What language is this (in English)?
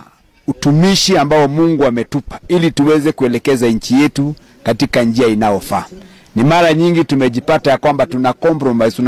Swahili